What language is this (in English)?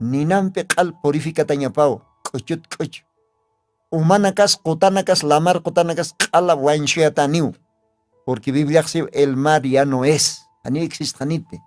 Aymara